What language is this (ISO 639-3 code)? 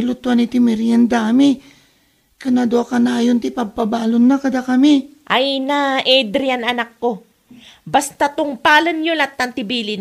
ilo